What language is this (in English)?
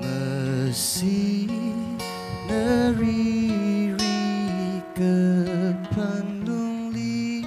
Tangkhul Naga (India)